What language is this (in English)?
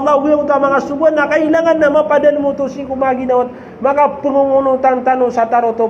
Maranao